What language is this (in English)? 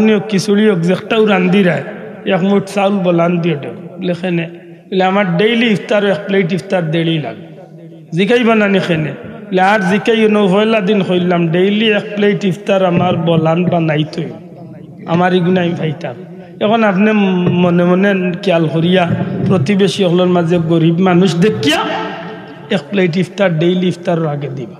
Sylheti